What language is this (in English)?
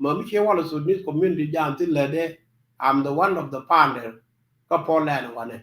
Nuer